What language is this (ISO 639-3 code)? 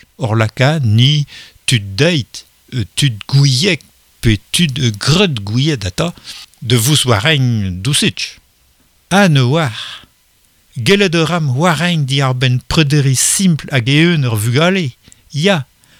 bre